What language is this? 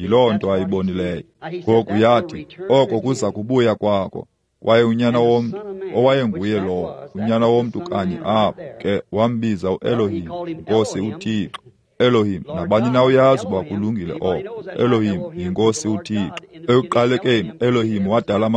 Xhosa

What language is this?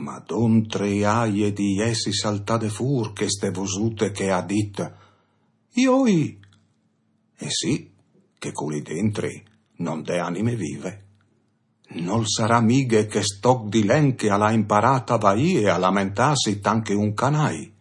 Friulian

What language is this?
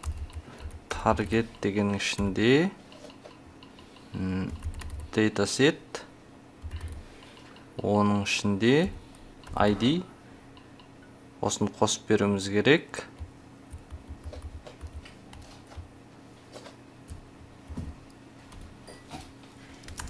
Kazakh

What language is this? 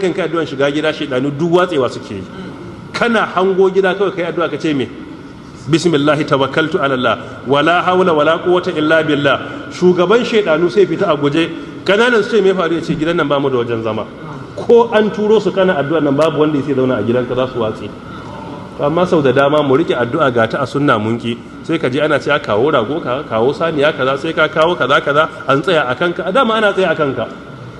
Hausa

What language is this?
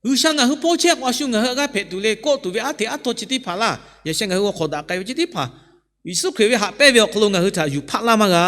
Lahu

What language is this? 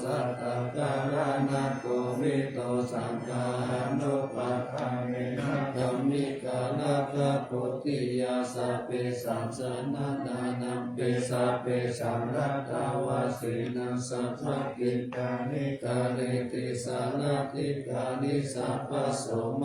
Pali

